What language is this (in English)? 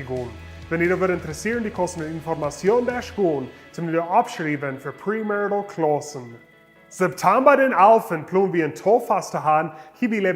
Plautdietsch